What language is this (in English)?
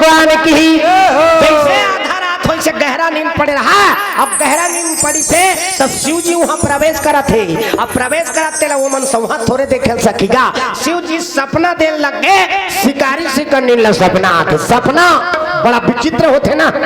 Chhattisgarhi